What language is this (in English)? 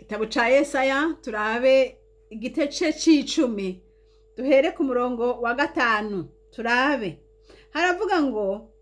Rundi